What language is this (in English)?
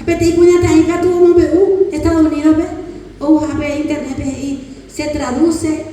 Guarani